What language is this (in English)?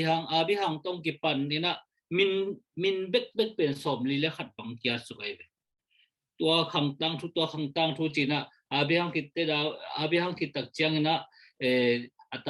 Tedim Chin